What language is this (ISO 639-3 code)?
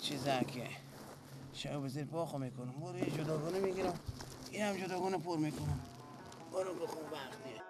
fas